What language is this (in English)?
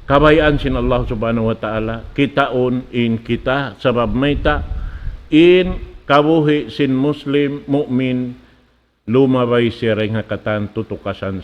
Tausug